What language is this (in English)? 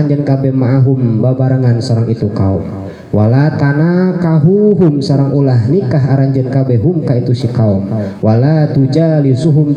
Sundanese